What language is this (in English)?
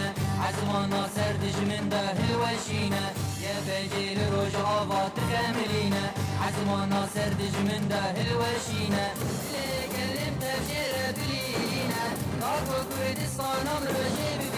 Kurdish